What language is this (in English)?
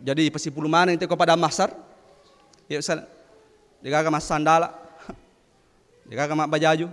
Buginese